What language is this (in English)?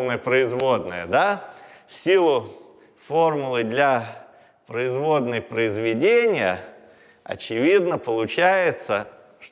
Russian